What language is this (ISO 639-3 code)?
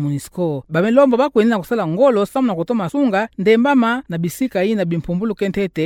ktu